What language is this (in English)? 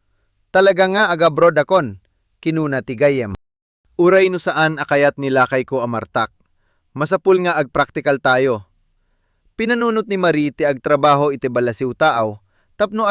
Iloko